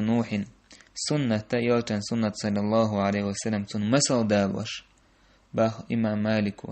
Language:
Chechen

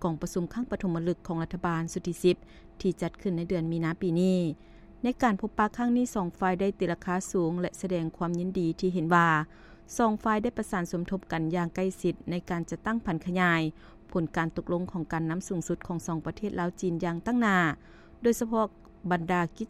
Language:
Lao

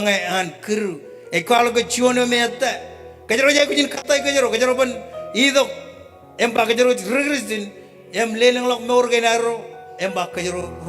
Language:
Marshallese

